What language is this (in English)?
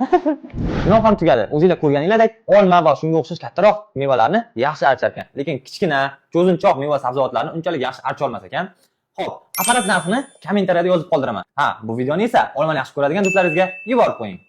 Uzbek